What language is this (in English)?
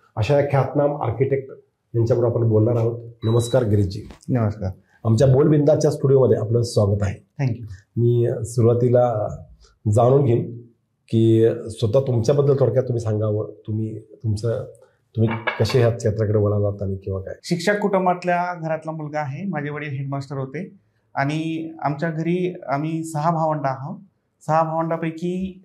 Marathi